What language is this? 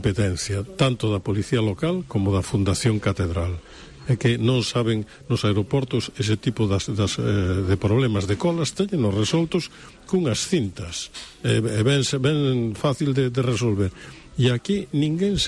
Galician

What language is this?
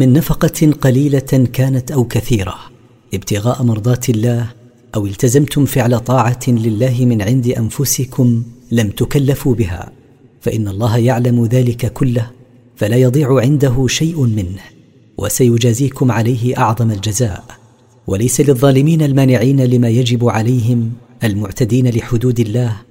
Arabic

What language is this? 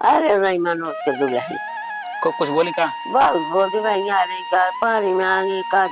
Awadhi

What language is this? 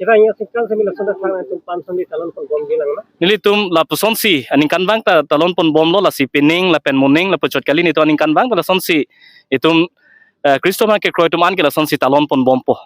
Karbi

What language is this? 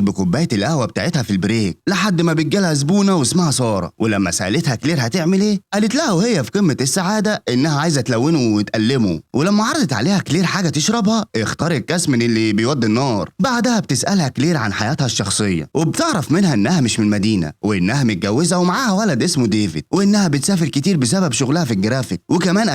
Egyptian Arabic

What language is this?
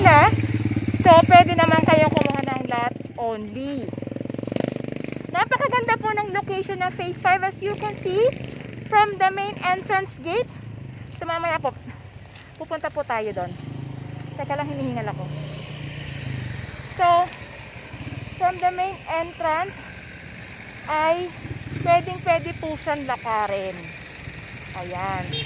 Filipino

